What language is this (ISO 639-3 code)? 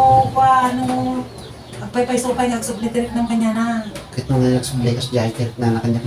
ilo